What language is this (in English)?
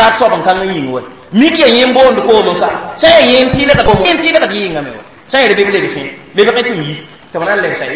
Mossi